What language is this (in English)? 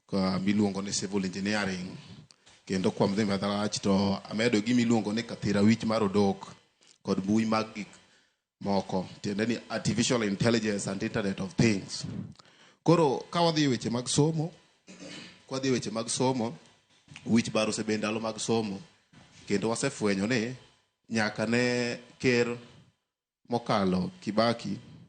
Luo (Kenya and Tanzania)